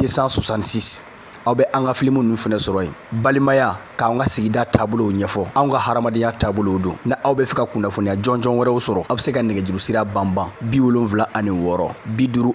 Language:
Bambara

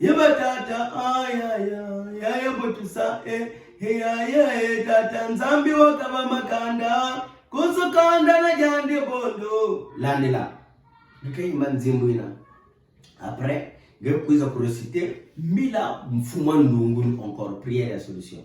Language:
Kituba (Democratic Republic of Congo)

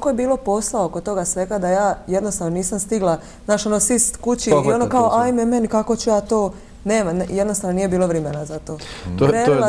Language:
Bosnian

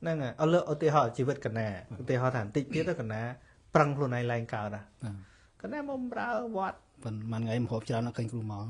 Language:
Khmer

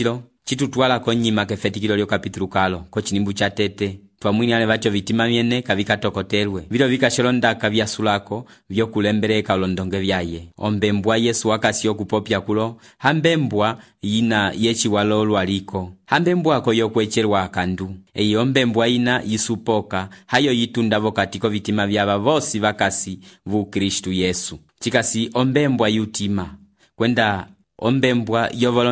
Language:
Umbundu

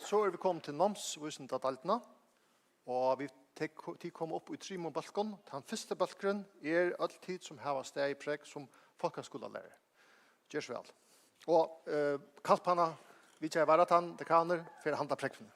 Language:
Faroese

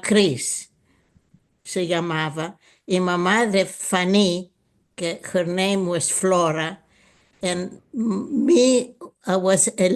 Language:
Ladino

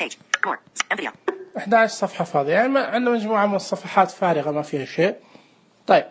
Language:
Najdi Arabic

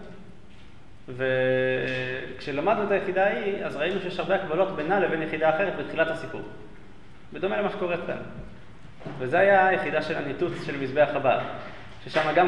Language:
Hebrew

